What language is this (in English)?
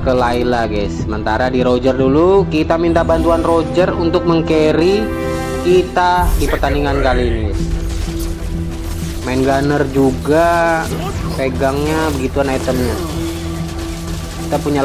Indonesian